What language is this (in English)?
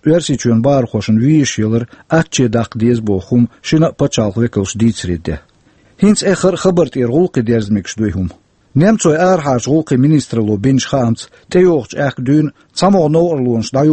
Chechen